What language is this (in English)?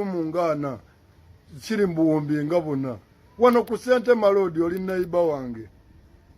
Ganda